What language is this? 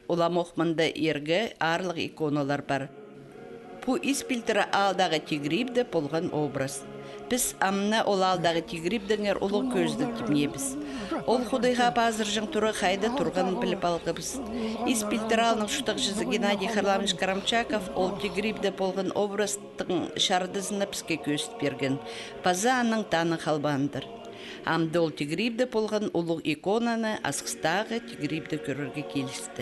Khakas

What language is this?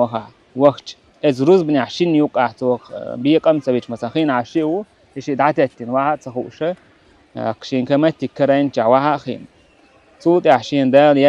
Chechen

